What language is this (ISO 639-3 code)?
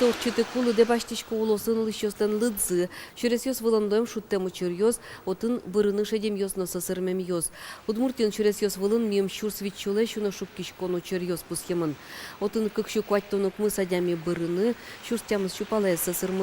udm